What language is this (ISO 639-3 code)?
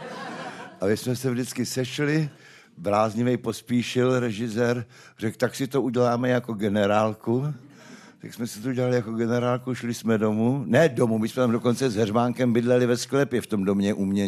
ces